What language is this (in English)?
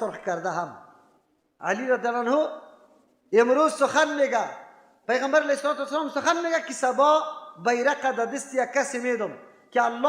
Persian